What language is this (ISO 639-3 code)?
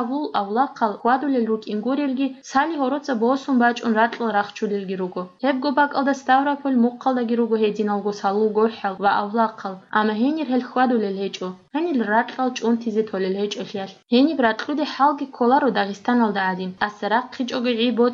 ava